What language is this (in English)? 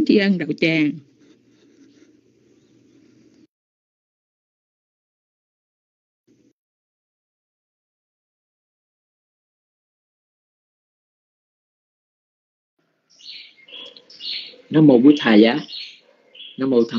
Vietnamese